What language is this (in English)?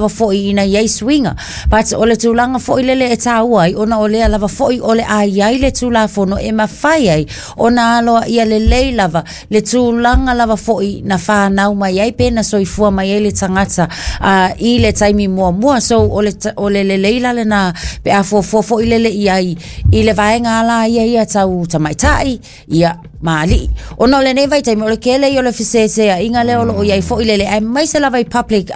Samoan